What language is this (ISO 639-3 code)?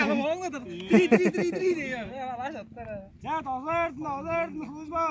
tyv